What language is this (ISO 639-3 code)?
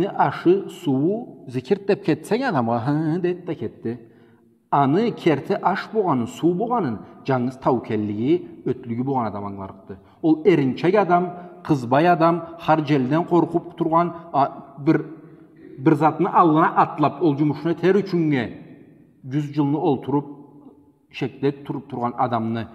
krc